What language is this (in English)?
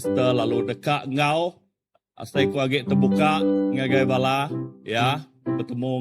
Iban